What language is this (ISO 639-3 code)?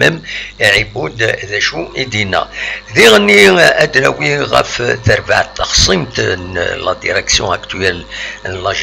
kab